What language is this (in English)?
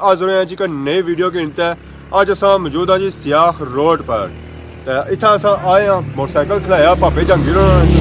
Pahari-Potwari